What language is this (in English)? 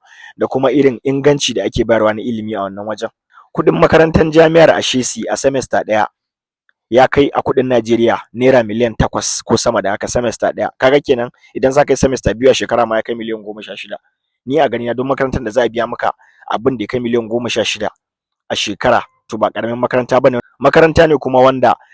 Hausa